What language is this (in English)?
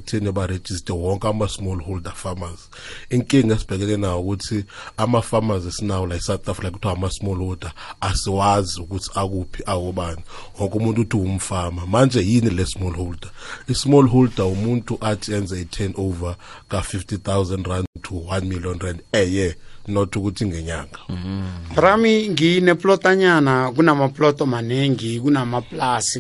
South Ndebele